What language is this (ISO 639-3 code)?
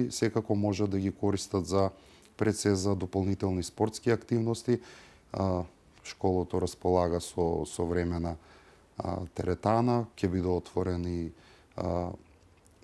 mkd